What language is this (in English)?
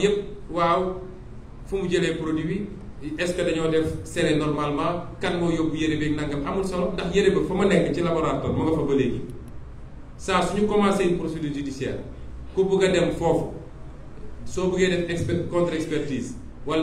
Wolof